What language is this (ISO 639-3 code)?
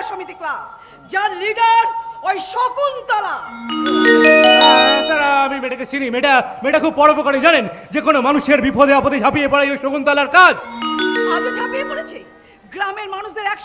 ben